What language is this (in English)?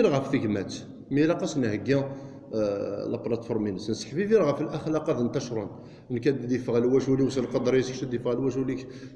Kabyle